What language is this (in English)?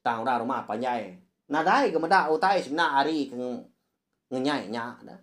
Iban